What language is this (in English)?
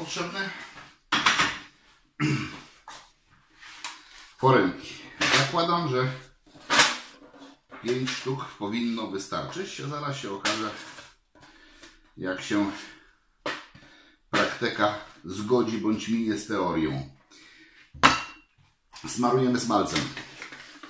Polish